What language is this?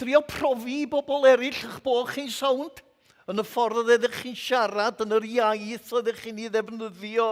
Welsh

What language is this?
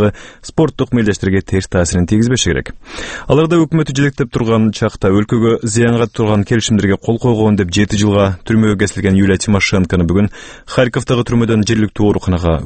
Kyrgyz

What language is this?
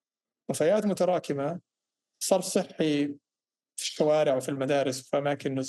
North Levantine Arabic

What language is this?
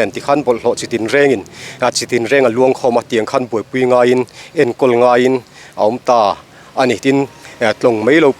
Mizo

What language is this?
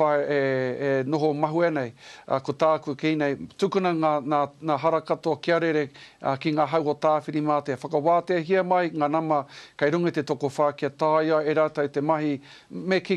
Māori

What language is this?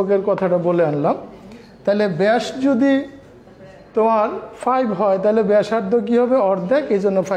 Bangla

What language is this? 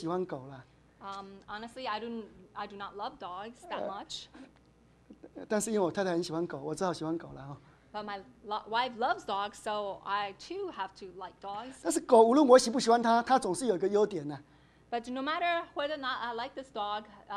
Chinese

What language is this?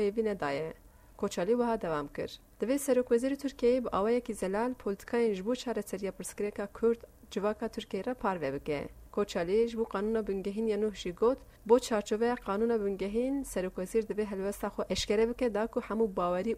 Kurdish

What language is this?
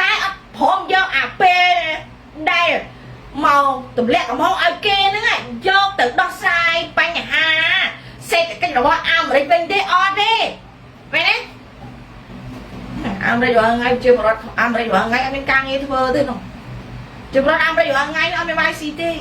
Khmer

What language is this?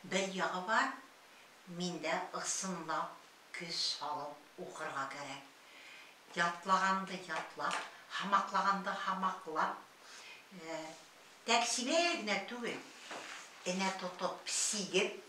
Bashkir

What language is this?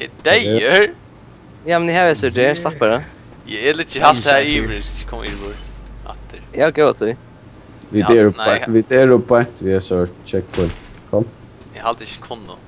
Faroese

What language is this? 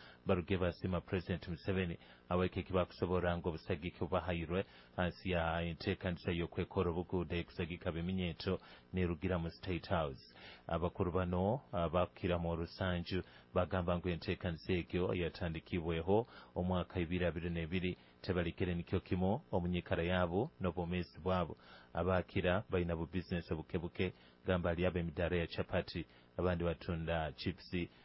Nyoro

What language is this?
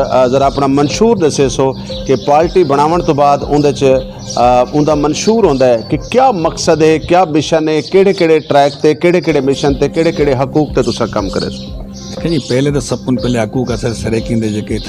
Saraiki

